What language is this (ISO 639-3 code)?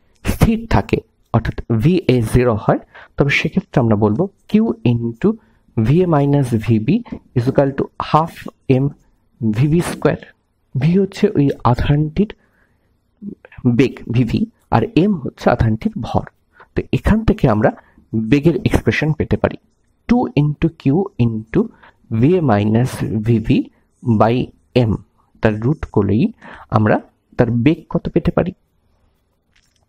ben